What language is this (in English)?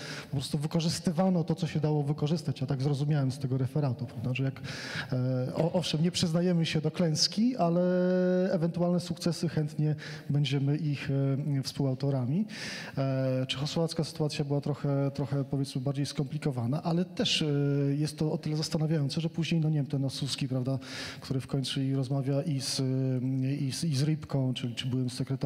Polish